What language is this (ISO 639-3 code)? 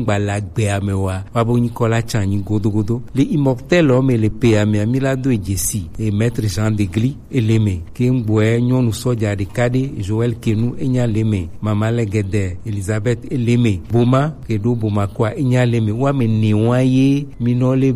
gej